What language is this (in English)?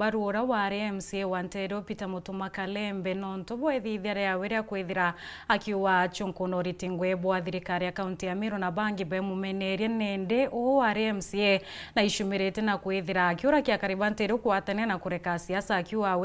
Meru